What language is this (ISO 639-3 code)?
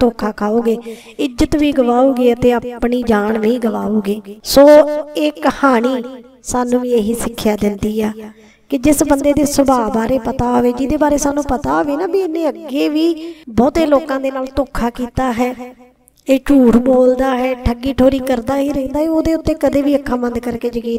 pan